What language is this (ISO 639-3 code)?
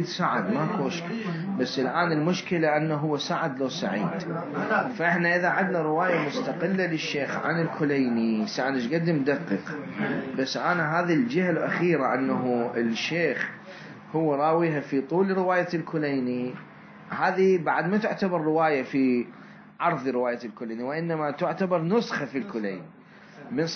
acm